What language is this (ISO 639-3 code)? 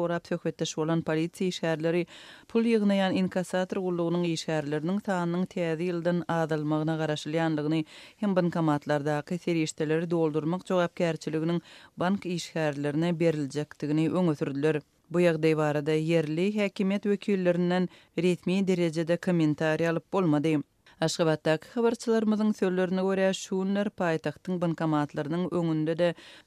tuk